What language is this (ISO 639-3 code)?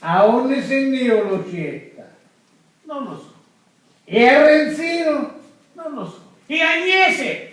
scn